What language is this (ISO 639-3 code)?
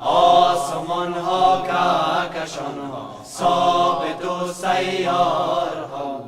fas